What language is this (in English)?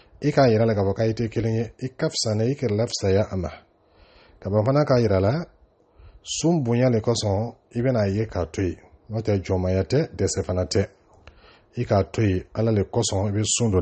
Dyula